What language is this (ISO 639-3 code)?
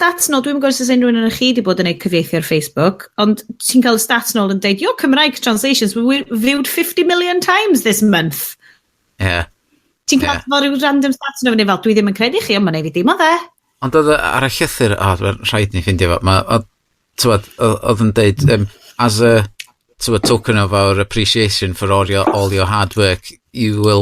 cym